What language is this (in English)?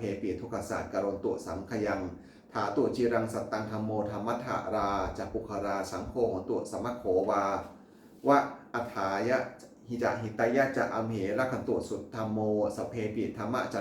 Pali